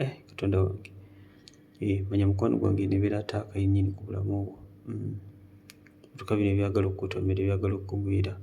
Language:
Ganda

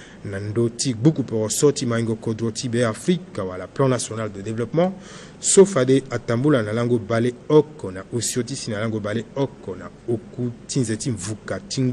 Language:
Sango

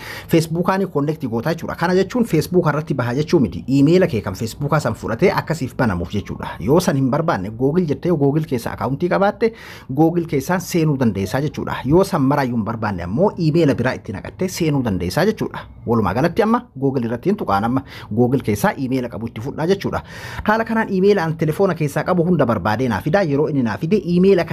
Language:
Oromo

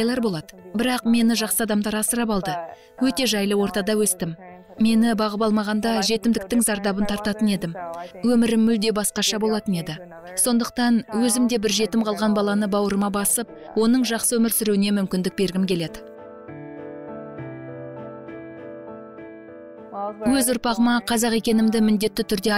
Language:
Kazakh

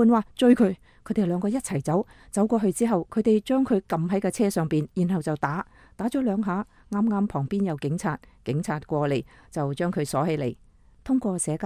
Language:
Cantonese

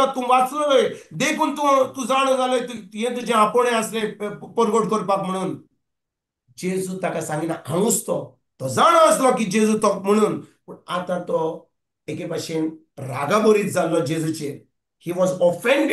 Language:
Konkani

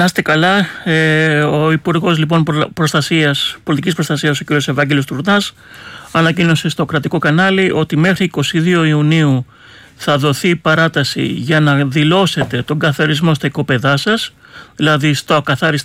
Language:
Greek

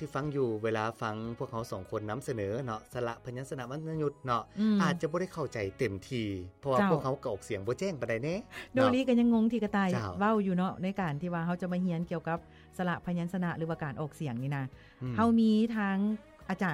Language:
Lao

